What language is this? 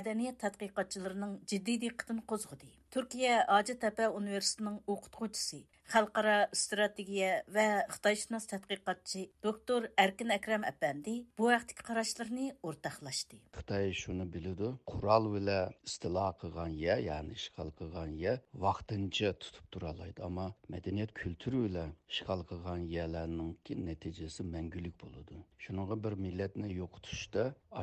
Uyghur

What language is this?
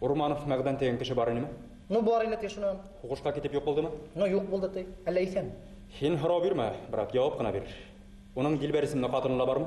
Bashkir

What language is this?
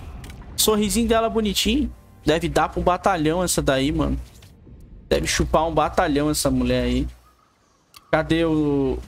Portuguese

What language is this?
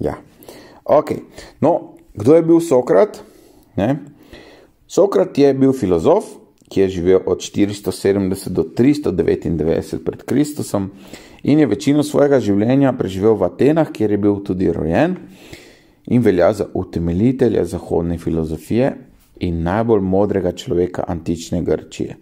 Slovenian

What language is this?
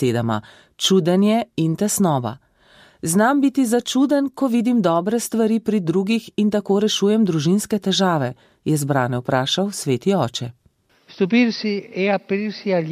Slovenian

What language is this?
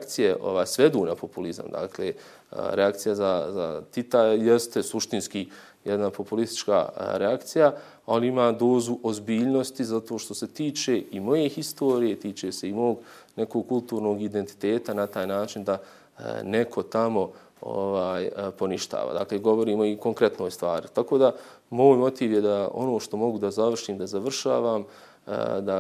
Bosnian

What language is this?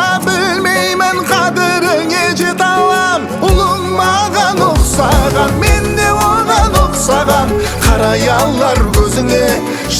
Kazakh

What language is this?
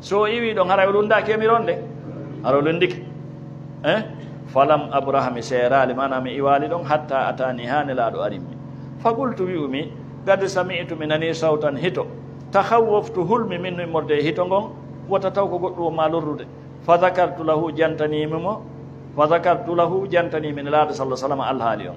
Fula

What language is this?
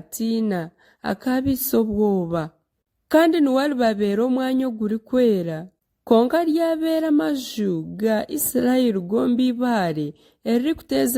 Nyankole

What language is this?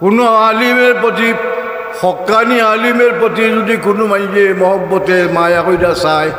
Sylheti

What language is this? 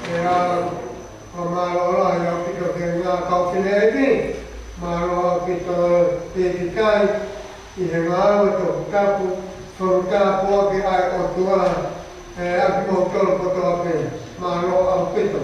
Tongan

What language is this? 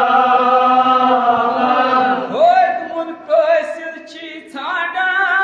Kashmiri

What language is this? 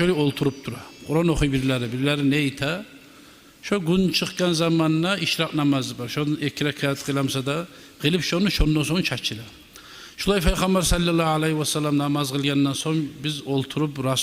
Kumyk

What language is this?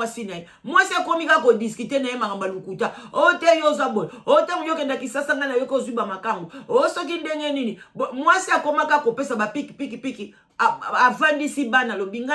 Lingala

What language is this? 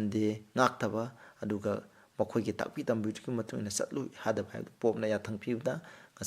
Manipuri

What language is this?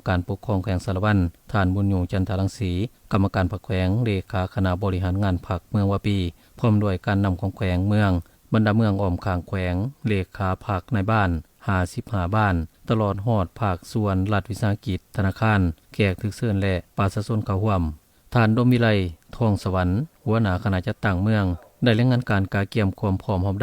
Lao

